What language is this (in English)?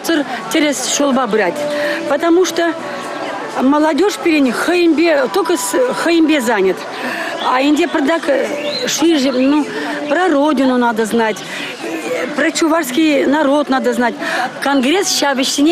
Chuvash